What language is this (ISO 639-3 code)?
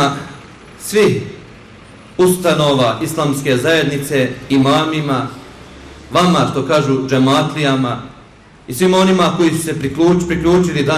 bos